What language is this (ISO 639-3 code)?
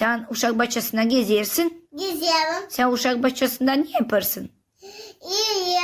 gag